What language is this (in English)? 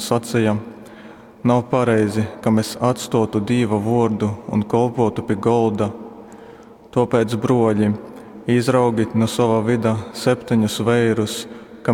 Latgalian